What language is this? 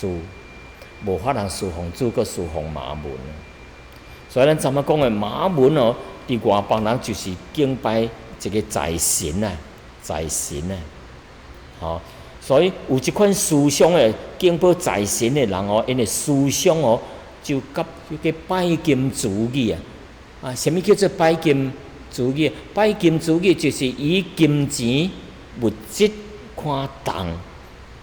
Min Nan Chinese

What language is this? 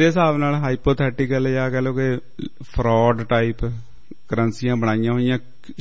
Punjabi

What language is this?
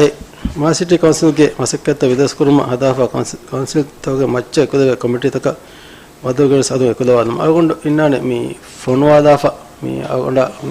Divehi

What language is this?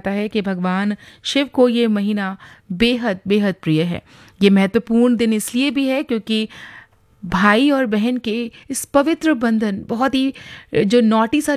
Hindi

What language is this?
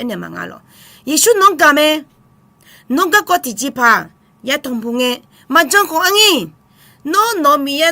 Akha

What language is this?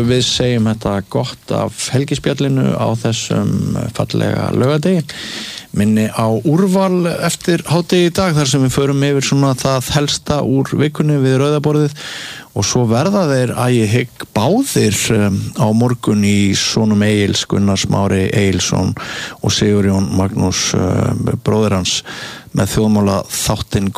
Icelandic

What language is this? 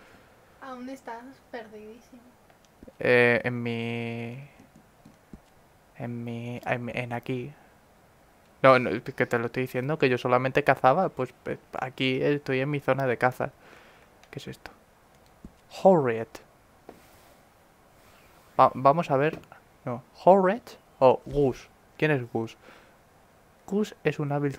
Spanish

